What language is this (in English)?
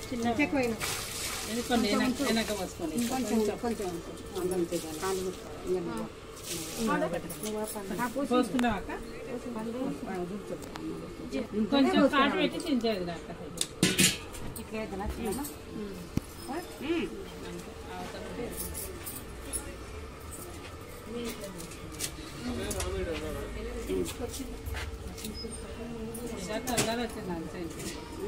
Telugu